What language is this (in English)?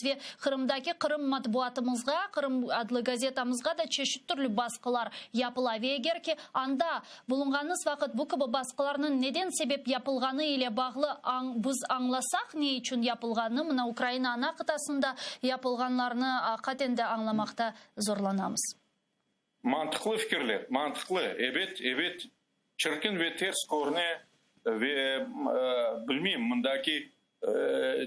Crimean Tatar